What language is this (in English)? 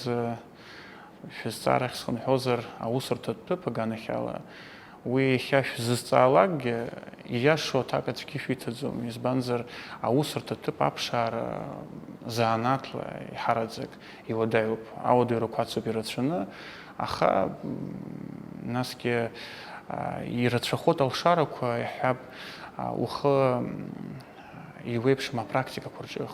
Abkhazian